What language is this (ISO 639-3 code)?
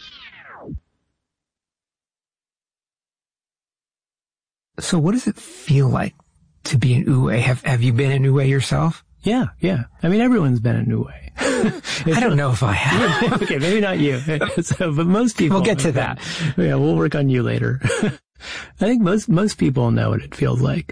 eng